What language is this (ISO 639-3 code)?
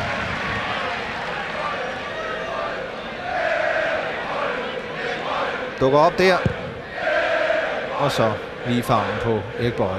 dan